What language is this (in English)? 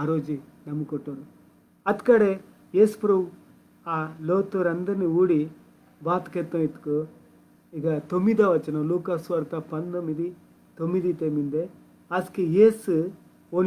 Koya